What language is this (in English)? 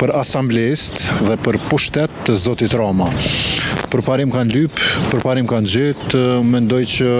Albanian